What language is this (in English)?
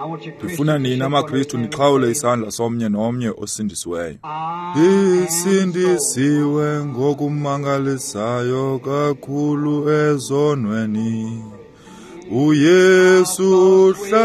Xhosa